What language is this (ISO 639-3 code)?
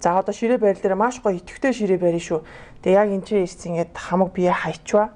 mon